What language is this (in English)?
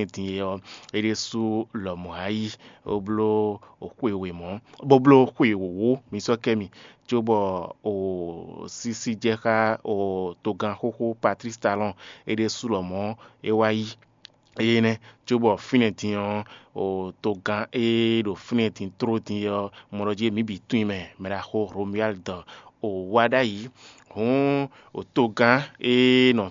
Fon